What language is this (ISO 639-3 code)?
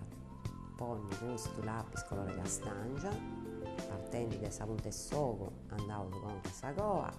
srd